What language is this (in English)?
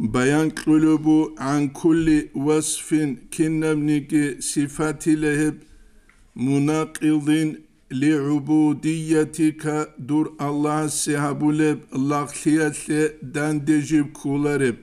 Avaric